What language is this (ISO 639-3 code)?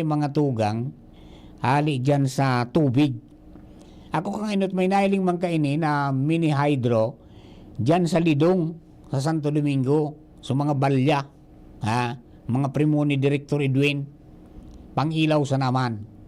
bik